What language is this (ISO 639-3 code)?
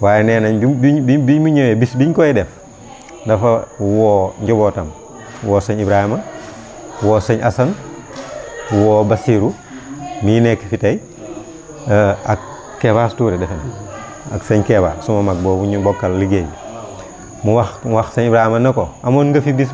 wol